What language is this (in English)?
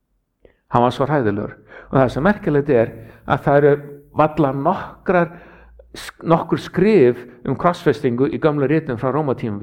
Icelandic